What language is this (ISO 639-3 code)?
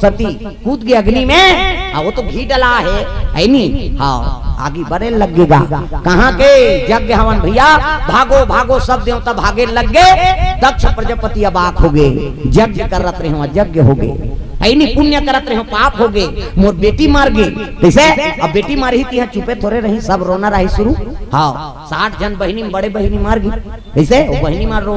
hne